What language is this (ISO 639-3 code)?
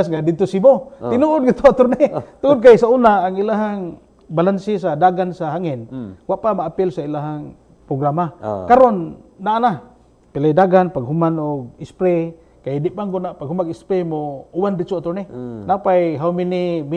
ceb